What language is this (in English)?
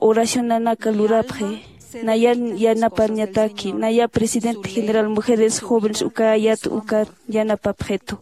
Aymara